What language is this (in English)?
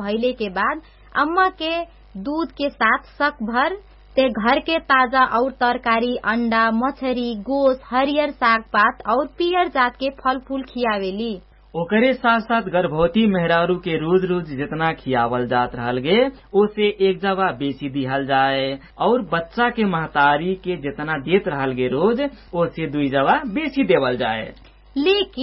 Bhojpuri